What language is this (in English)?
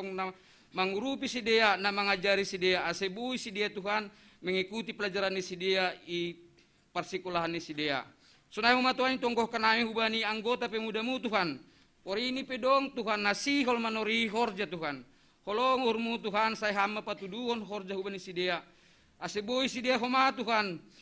Batak Simalungun